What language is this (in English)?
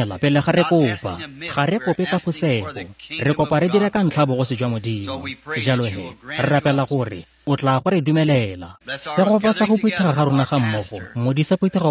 Tswana